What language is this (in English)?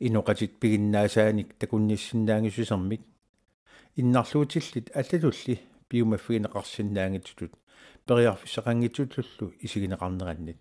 Kalaallisut